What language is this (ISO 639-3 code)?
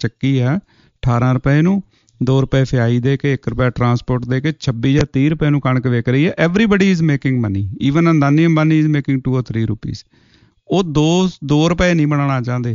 pan